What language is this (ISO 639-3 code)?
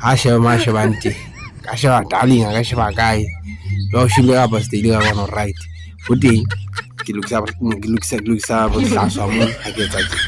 sot